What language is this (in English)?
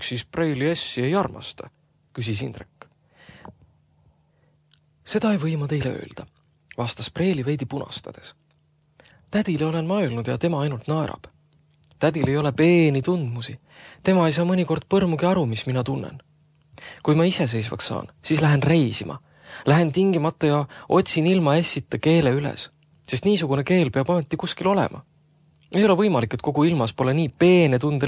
Estonian